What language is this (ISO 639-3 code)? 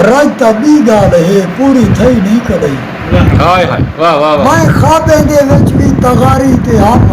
skr